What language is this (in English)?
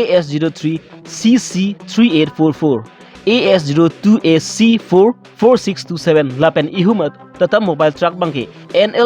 Karbi